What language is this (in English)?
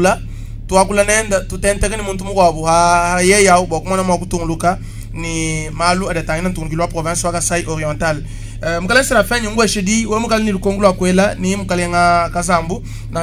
Luba-Lulua